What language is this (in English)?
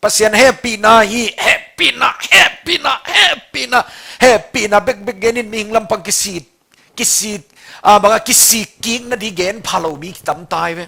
Tedim Chin